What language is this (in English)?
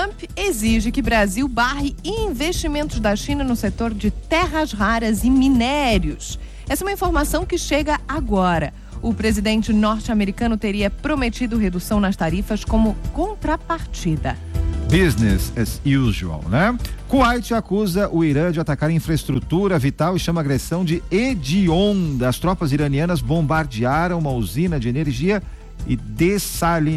Portuguese